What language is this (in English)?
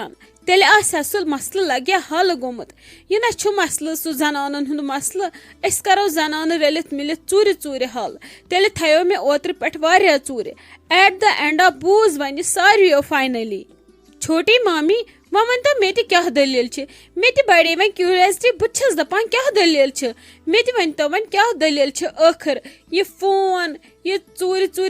Kashmiri